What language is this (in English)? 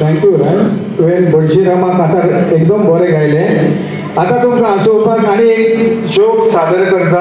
Konkani